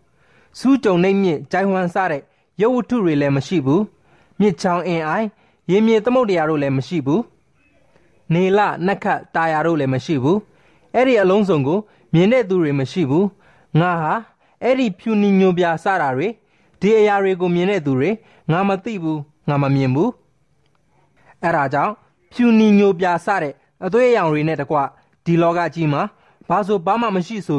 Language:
Burmese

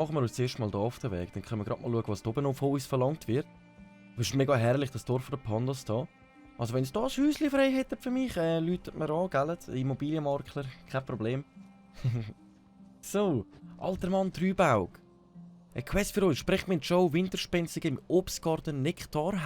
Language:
Swiss German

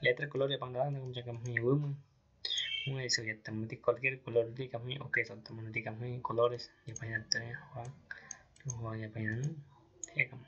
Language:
Aguaruna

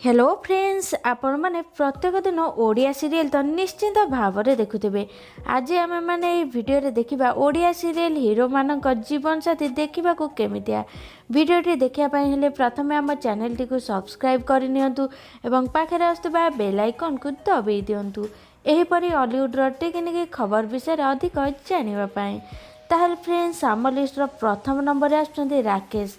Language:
Odia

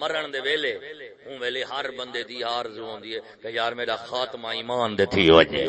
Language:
Saraiki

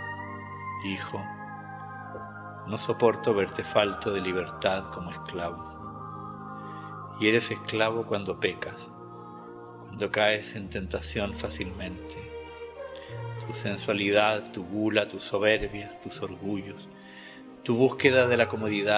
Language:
Spanish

